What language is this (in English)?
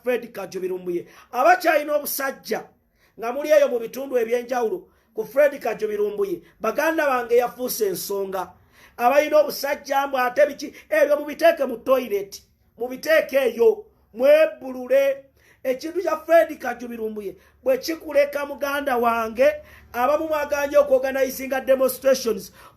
Ganda